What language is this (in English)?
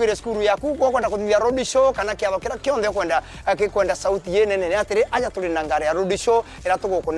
Meru